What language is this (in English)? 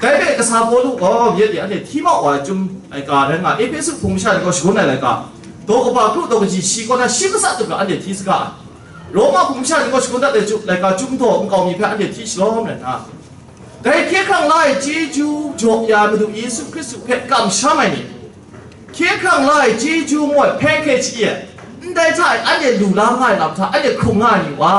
Kachin